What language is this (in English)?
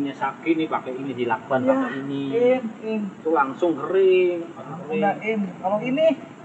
Betawi